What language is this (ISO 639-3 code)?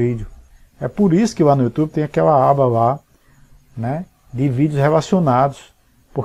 por